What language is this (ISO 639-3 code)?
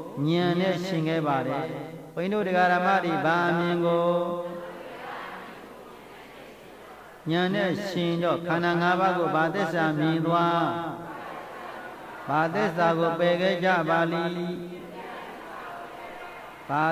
mya